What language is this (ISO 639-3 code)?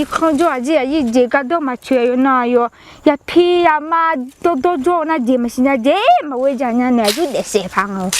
ahk